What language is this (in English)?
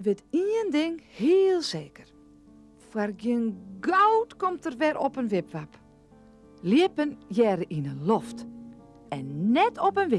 Western Frisian